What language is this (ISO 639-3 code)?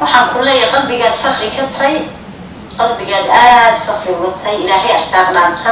som